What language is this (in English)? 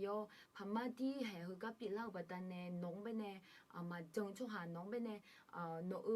Akha